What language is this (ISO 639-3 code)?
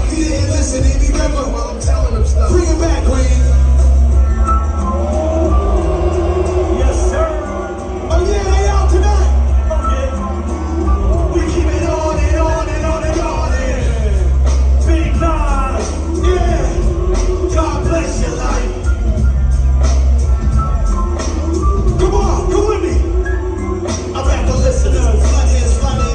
eng